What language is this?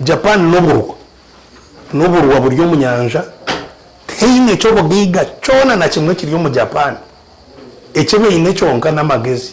Nyankole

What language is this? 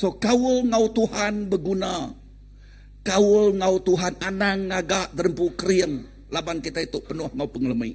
Iban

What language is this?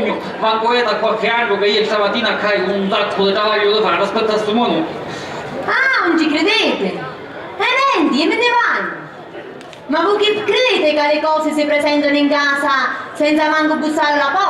Sicilian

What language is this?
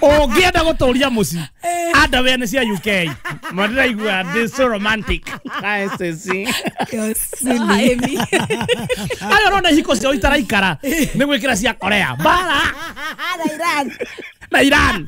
Kikuyu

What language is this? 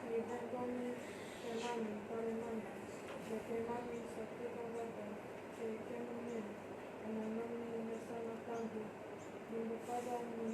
Fijian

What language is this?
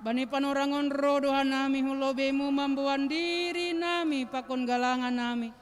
Batak Simalungun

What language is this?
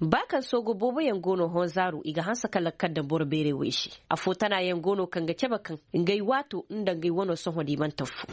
Koyraboro Senni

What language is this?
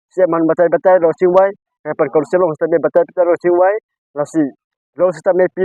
Karbi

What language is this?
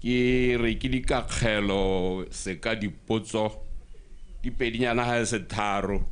Tswana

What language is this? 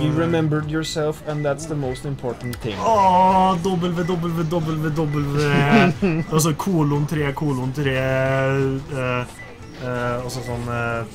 Norwegian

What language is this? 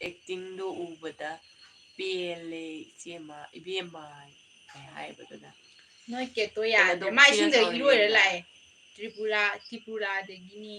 Manipuri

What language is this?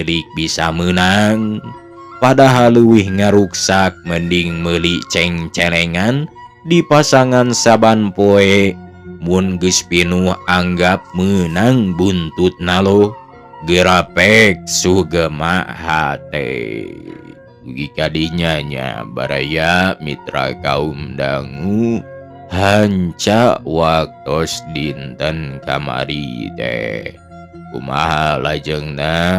Sundanese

